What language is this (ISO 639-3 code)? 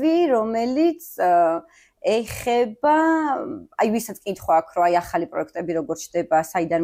kat